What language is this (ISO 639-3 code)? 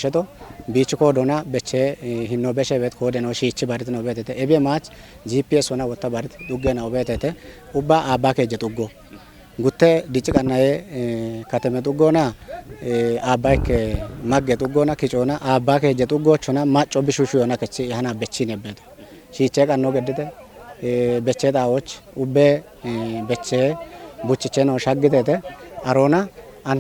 kbr